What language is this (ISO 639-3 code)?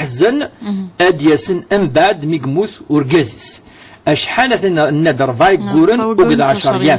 kab